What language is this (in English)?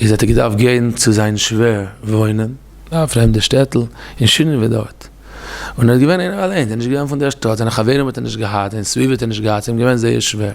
Yiddish